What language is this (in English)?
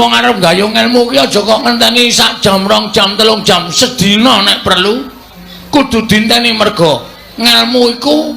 Javanese